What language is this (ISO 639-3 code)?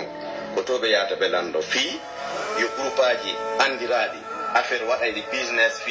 fuf